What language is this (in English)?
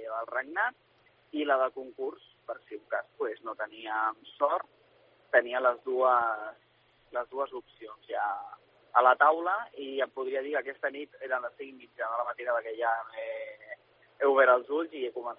Catalan